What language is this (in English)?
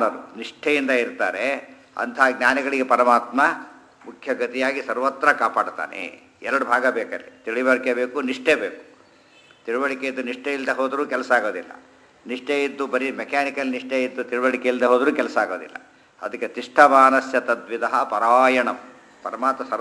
Kannada